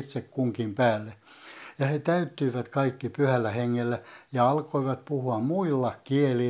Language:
Finnish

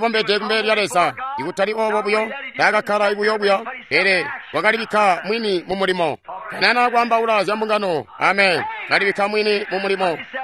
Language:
Tonga (Zambia)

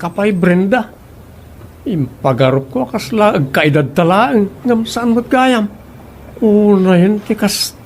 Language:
Iloko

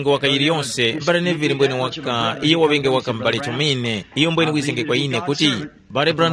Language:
Tumbuka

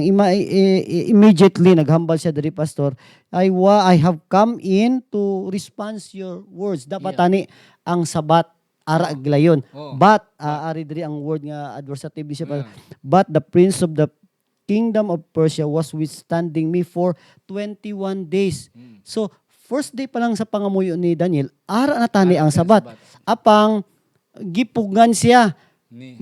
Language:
Hiligaynon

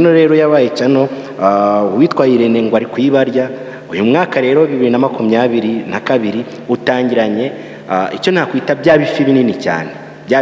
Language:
Kinyarwanda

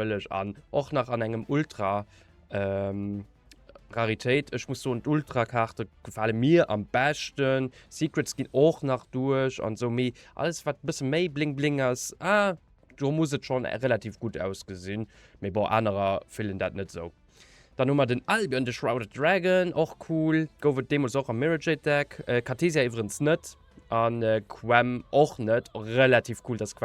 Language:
Luxembourgish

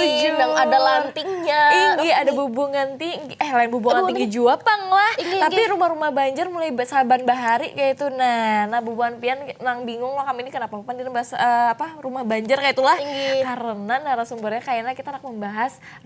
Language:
Banjar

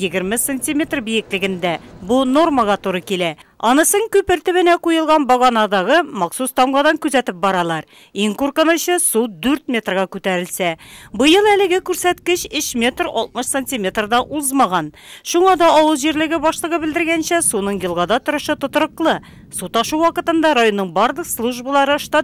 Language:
Tatar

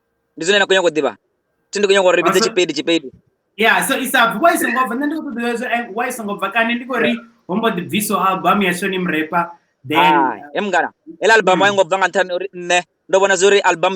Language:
Venda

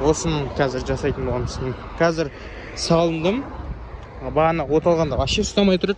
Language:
Kazakh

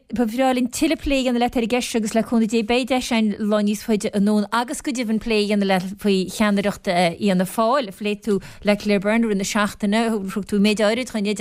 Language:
Irish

